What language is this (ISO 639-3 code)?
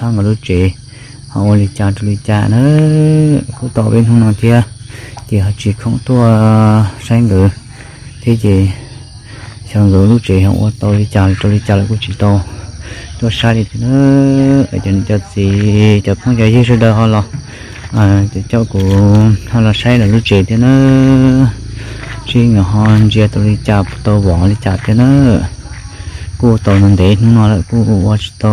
vie